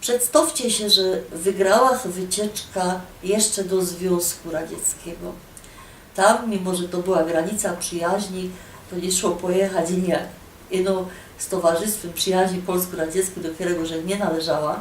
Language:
Silesian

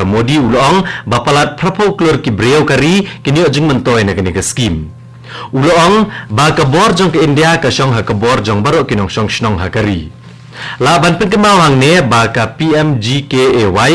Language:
Khasi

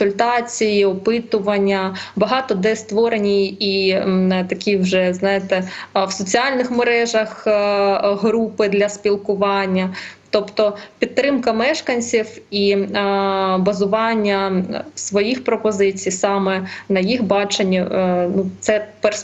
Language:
Ukrainian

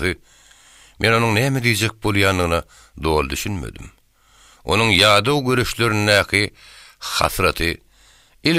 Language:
Turkmen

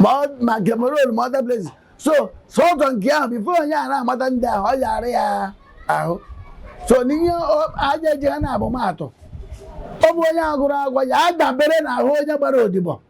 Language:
Igbo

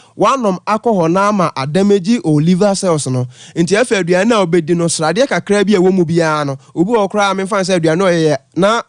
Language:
Akan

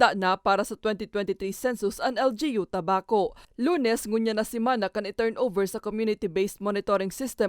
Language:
Bikol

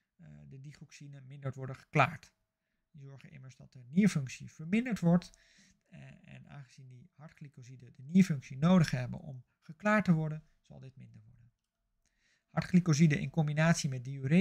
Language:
Dutch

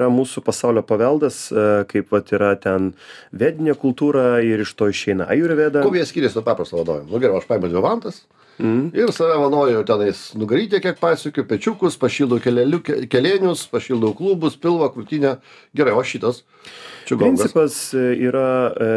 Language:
Lithuanian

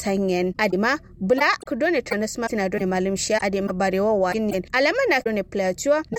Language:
Kanuri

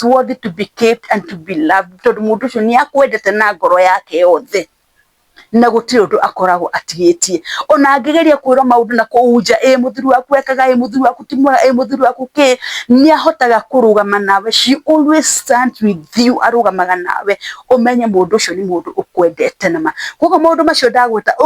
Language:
Kikuyu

